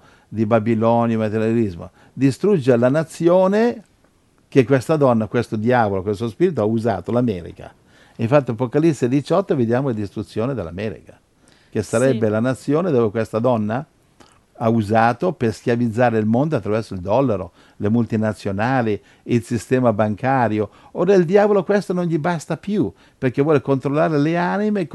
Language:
Italian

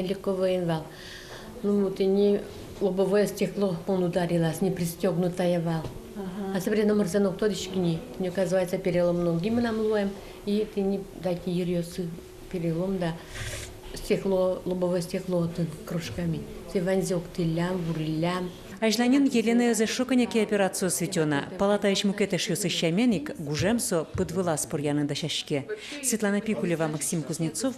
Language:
Udmurt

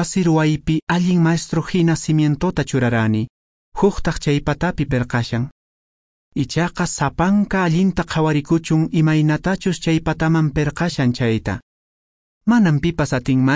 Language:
Quechua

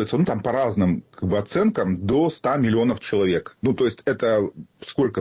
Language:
Russian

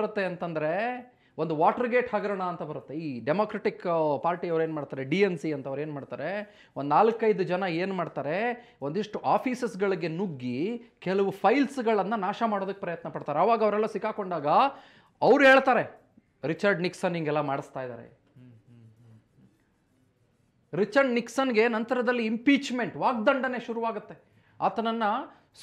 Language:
Kannada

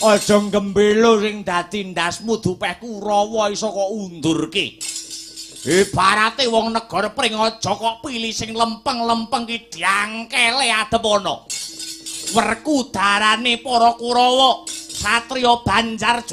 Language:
Javanese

